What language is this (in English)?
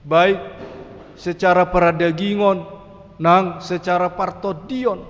Batak Toba